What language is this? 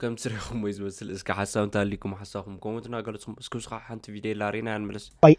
Tigrinya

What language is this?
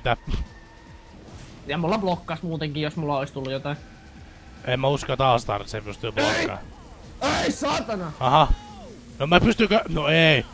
Finnish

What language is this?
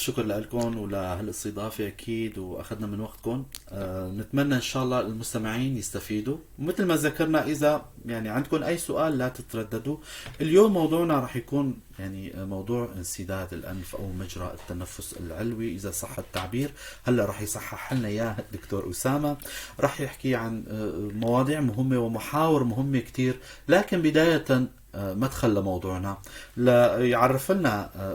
North Levantine Arabic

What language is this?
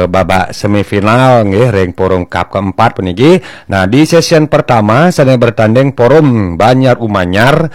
Balinese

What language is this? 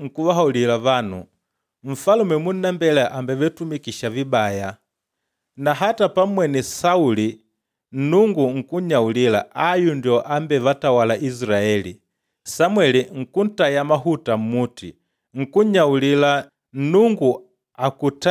Makonde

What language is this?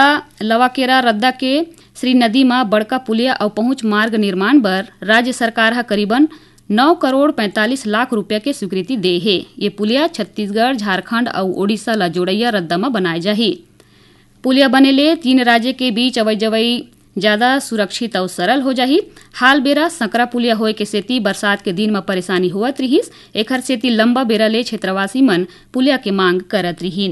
Chhattisgarhi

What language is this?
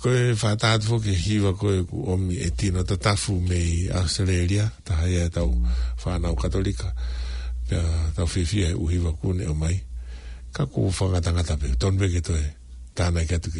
Tongan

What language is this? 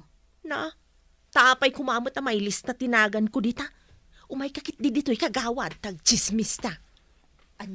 Iloko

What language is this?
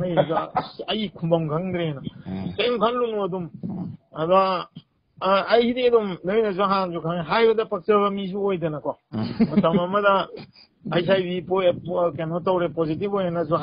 Manipuri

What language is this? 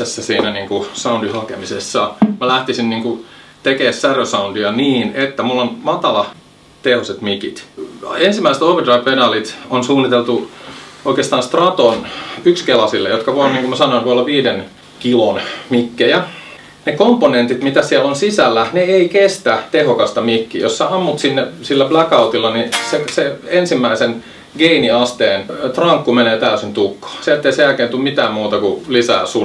Finnish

